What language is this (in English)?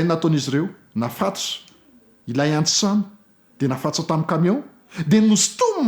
Malagasy